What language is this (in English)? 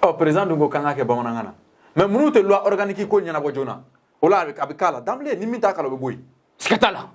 Bambara